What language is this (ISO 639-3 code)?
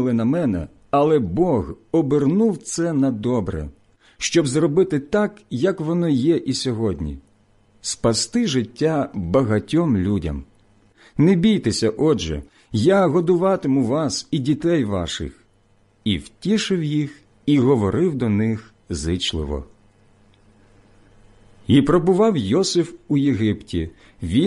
ukr